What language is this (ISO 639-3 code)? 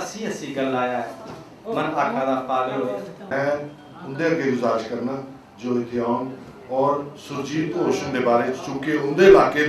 doi